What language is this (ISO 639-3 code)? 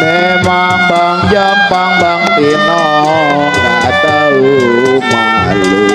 bew